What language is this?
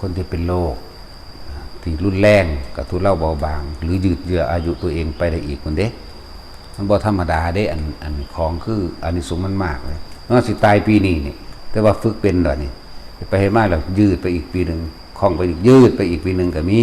Northeastern Thai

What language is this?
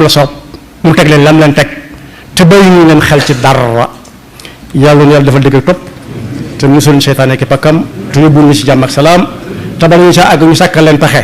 Wolof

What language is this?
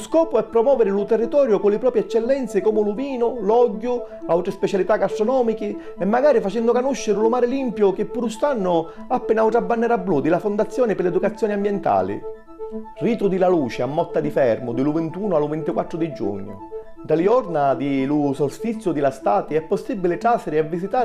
Sicilian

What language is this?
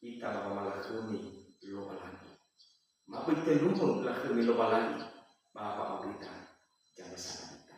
Nias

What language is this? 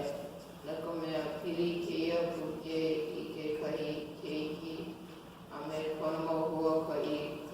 Hawaiian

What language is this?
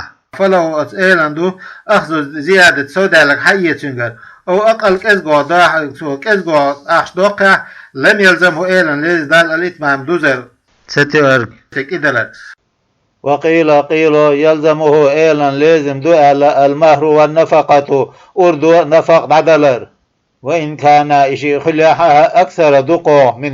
Chechen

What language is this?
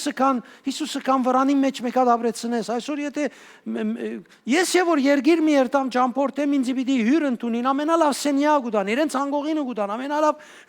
Western Armenian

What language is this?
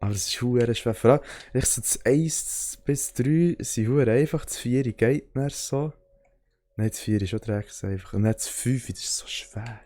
Swiss German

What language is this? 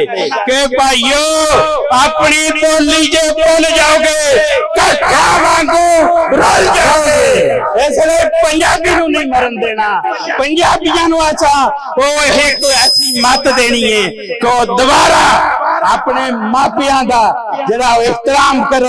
Western Panjabi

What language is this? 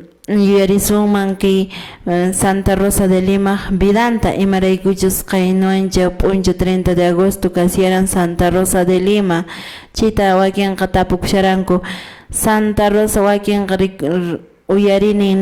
Quechua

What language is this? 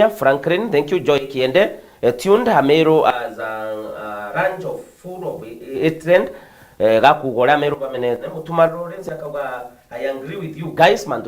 Meru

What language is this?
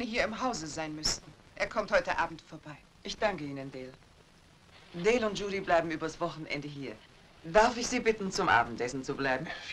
German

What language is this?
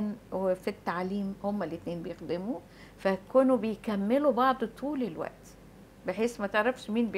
Egyptian Arabic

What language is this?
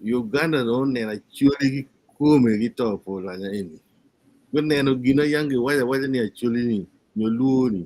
Acoli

